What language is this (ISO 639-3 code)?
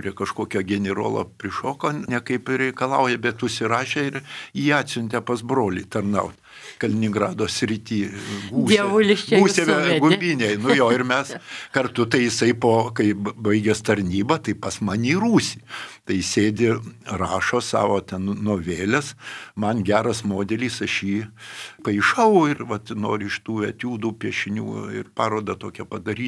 lit